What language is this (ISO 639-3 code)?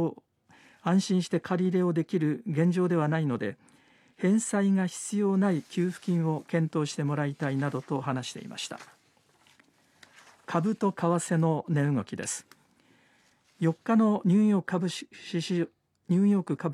jpn